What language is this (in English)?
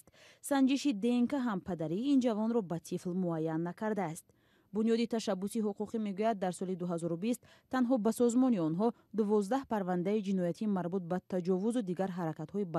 Tajik